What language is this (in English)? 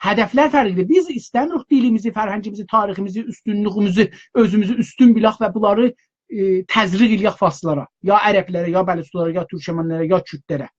South Azerbaijani